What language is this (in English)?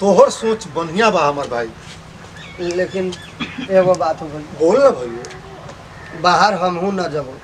Bhojpuri